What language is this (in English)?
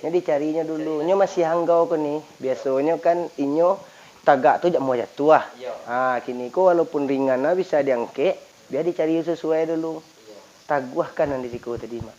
Minangkabau